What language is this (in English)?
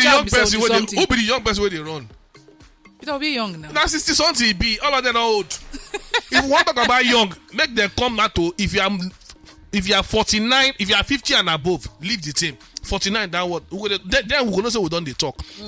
Nigerian Pidgin